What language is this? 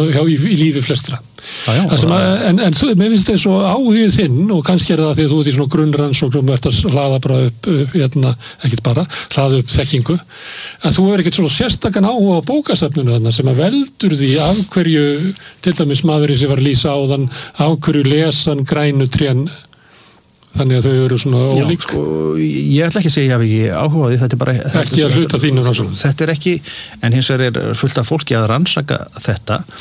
Icelandic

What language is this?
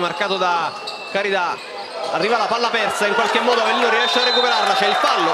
Italian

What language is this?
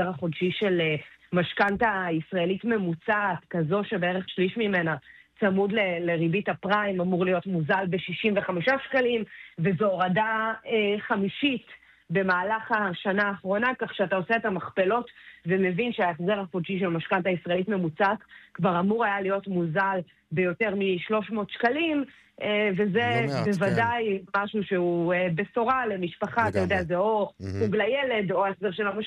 Hebrew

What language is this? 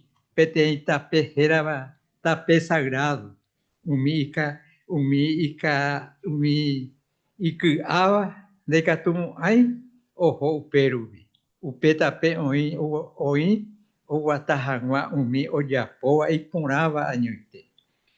Guarani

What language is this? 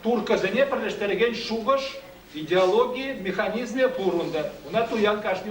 Chuvash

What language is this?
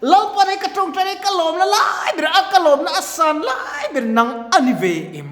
Mizo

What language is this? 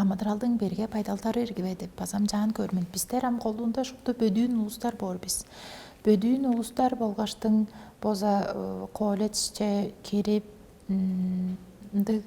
Tuvinian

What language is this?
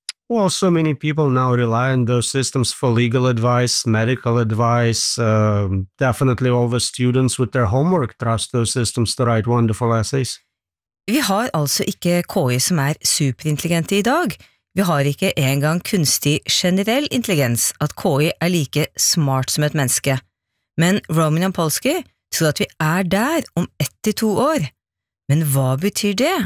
Norwegian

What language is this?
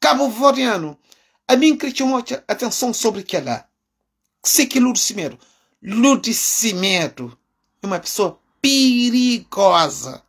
Kabuverdianu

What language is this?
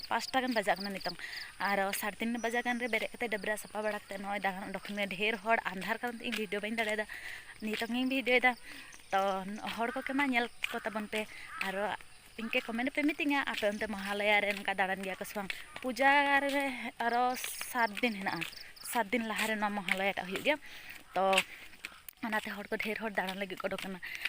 Santali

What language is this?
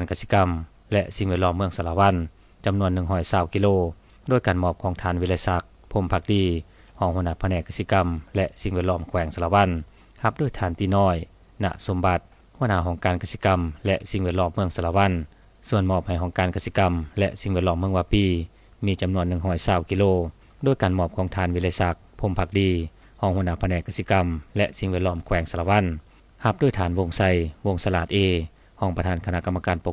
Lao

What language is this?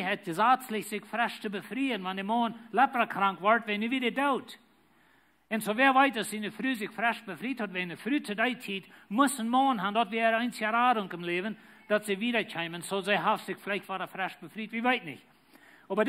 Plautdietsch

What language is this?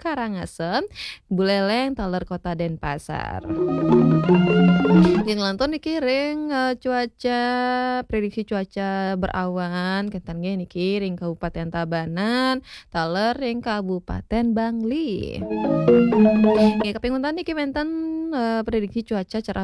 Balinese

